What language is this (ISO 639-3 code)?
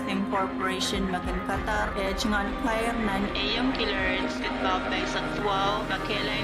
pon